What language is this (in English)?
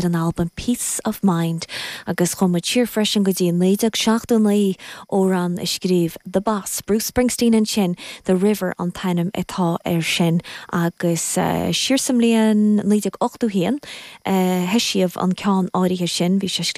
Irish